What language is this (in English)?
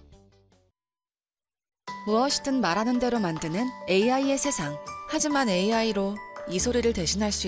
Korean